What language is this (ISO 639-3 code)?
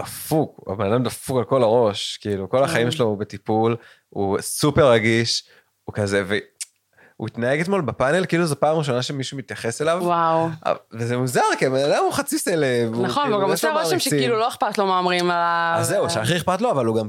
heb